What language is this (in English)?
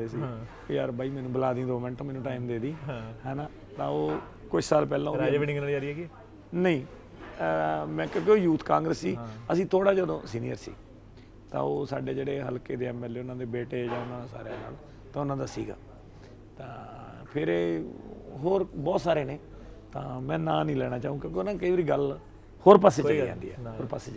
Punjabi